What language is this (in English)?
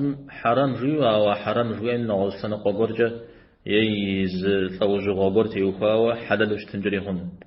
Kabardian